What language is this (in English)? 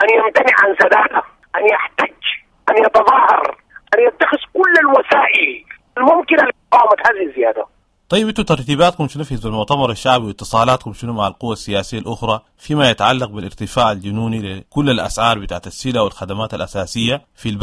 Sudanese Arabic